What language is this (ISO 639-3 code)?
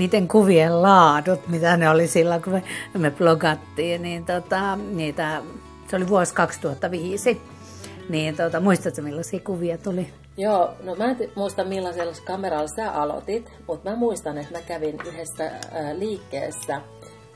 fin